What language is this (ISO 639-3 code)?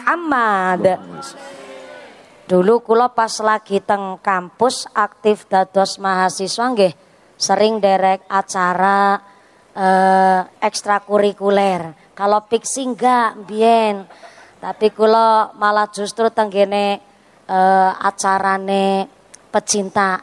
jav